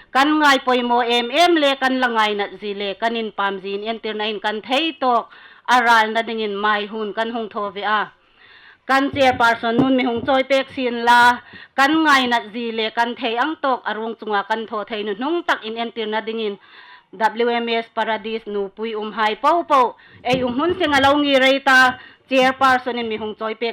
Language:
Hmar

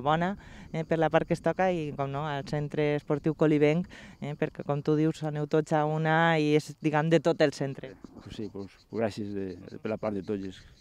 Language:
Catalan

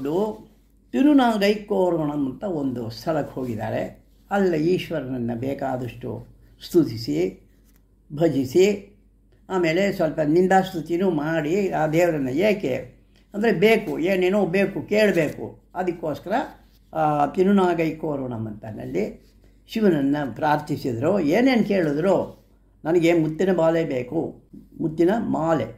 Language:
Kannada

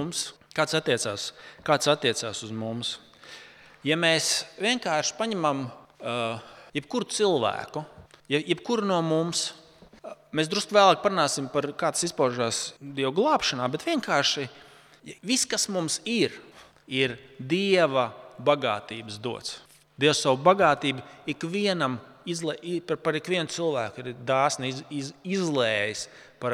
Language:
Latvian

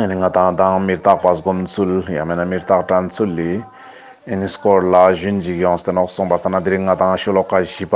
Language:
Ladakhi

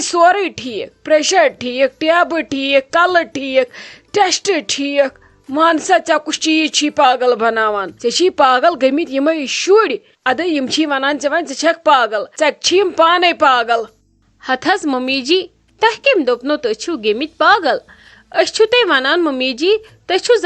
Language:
Kashmiri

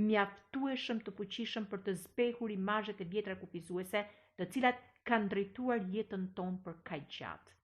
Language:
Albanian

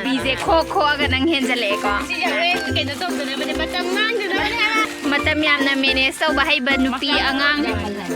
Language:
Manipuri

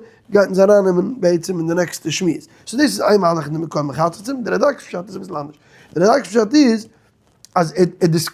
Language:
Yiddish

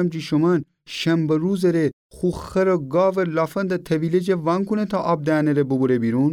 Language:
Gilaki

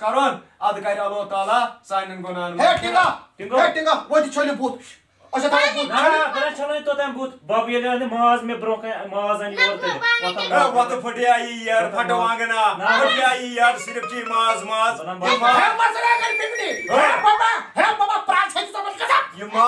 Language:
Kashmiri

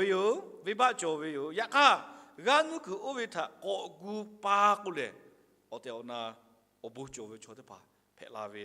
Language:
Lahu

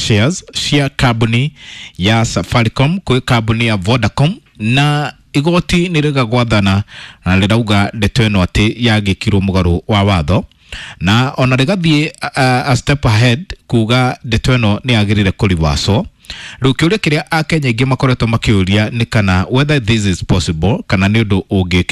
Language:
Kikuyu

